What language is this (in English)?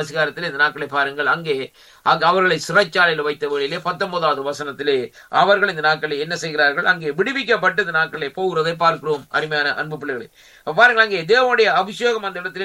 Tamil